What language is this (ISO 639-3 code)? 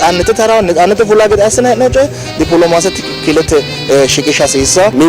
sid